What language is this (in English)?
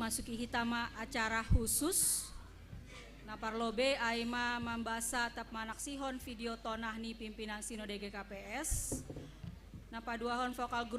Batak Simalungun